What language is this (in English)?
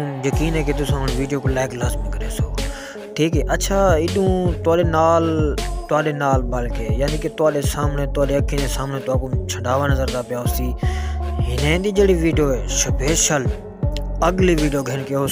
Saraiki